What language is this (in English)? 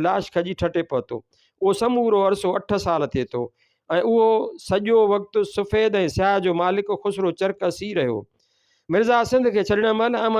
Sindhi